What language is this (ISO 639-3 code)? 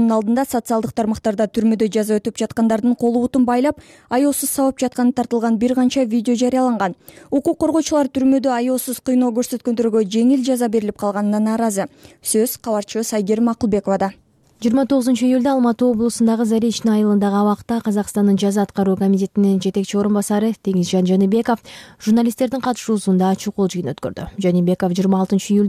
kir